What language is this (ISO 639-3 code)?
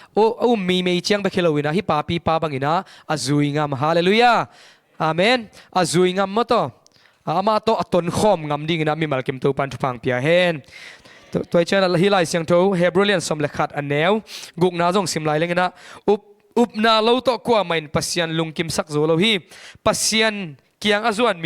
ctd